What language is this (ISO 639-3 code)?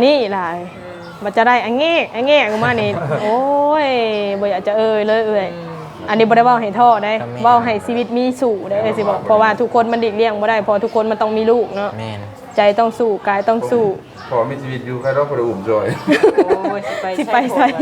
lao